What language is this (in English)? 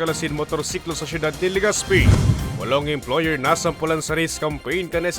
Bikol